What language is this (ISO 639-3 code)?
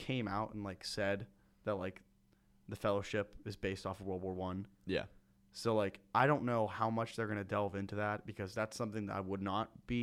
eng